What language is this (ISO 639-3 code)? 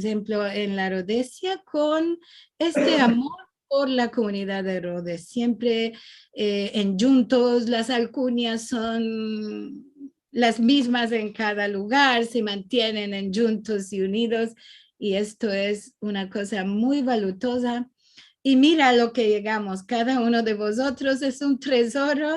lad